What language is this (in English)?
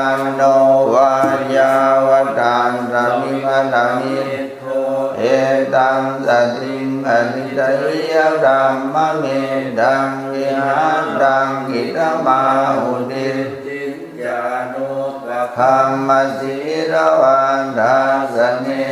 Pali